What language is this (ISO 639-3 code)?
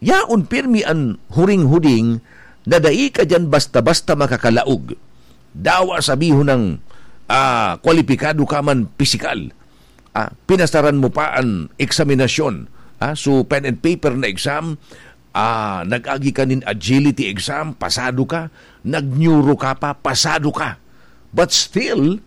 bik